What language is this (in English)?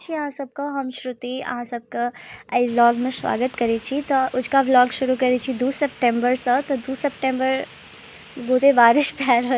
Maithili